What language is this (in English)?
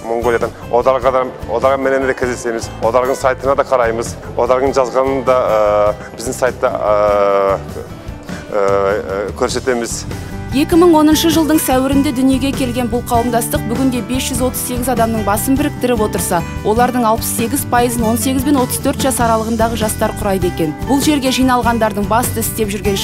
Kazakh